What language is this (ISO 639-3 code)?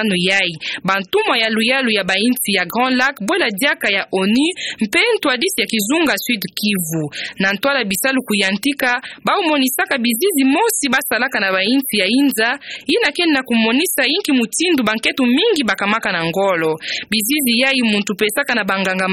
ktu